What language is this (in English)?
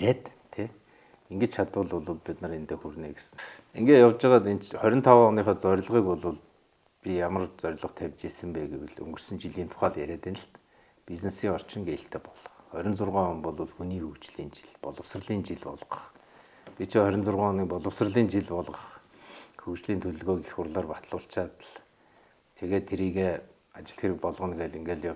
Mongolian